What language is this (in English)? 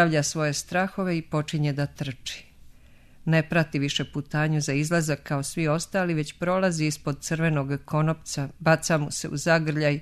Serbian